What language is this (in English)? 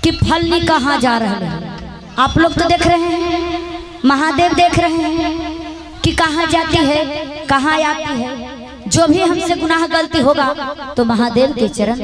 Magahi